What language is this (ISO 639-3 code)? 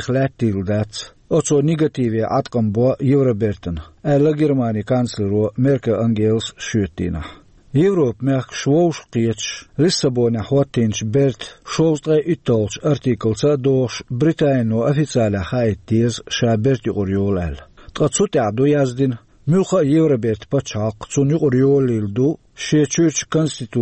che